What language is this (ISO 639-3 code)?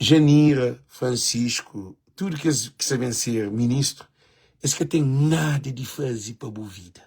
kea